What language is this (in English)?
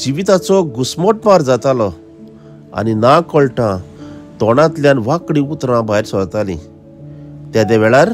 Konkani